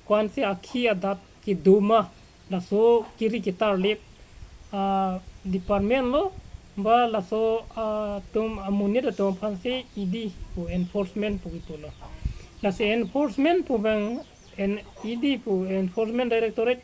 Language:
Karbi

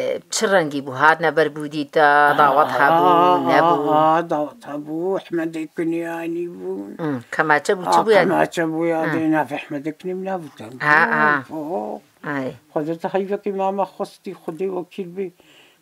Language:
Kurdish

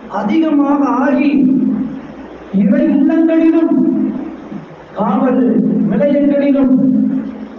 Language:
Tamil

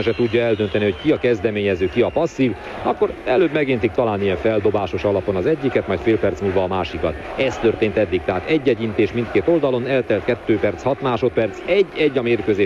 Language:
Hungarian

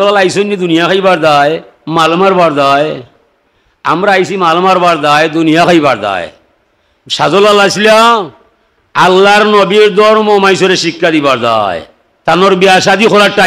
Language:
Sylheti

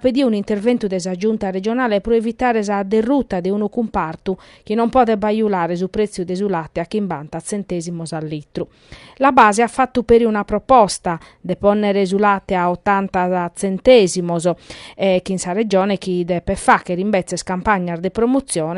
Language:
Sardinian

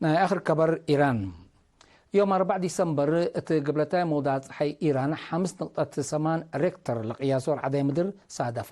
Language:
Tigre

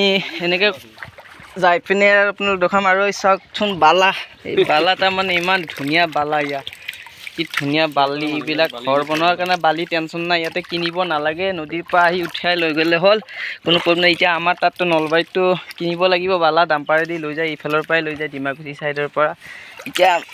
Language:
Assamese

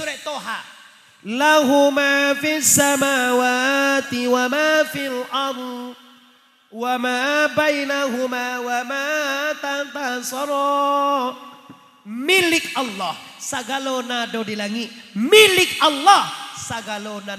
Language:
Minangkabau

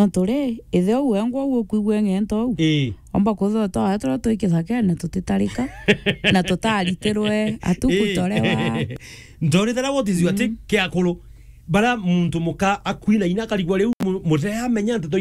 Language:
Meru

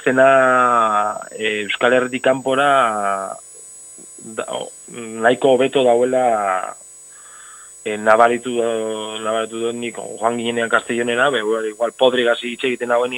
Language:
Basque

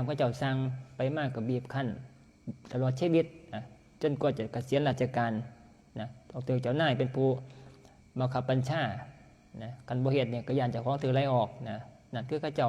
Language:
Northeastern Thai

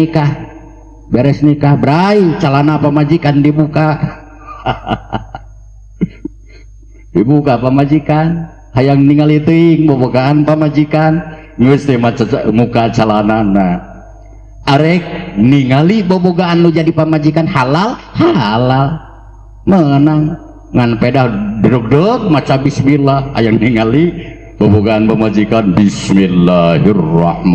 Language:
Sundanese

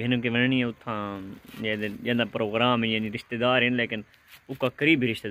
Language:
Saraiki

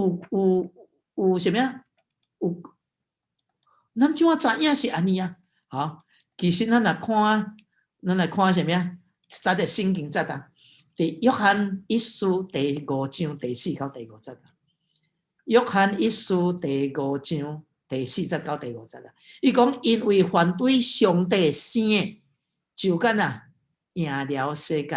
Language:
Min Nan Chinese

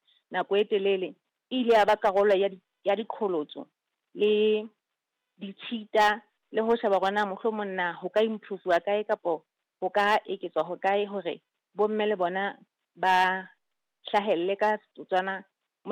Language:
Southern Sotho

